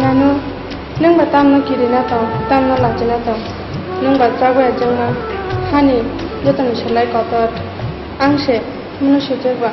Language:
Kok Borok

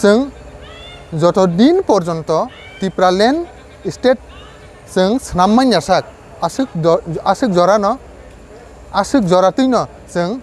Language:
Kok Borok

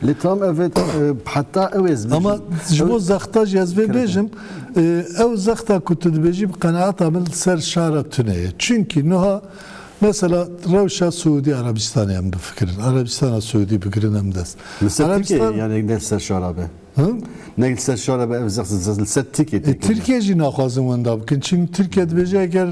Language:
Kurdish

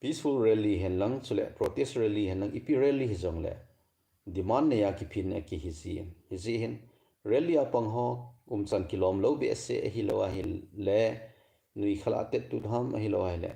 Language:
Thado Chin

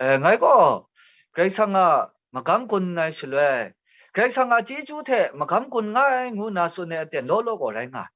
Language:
Kachin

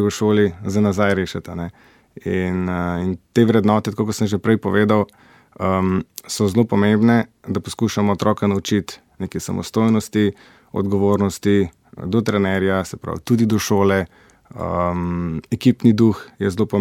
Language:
Slovenian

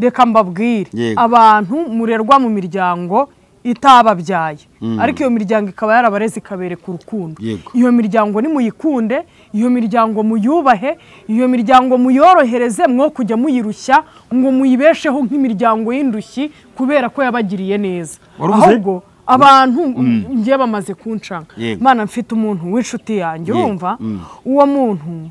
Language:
Kinyarwanda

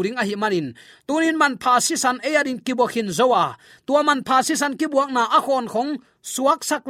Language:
Tedim Chin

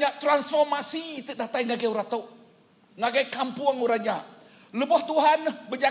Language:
Iban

